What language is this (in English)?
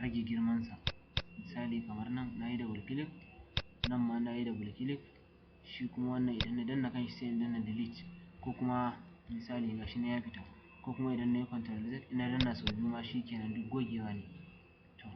Hausa